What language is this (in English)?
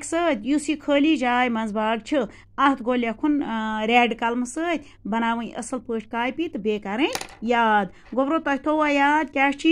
Kashmiri